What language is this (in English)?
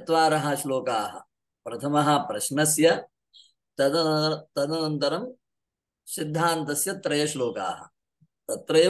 Sanskrit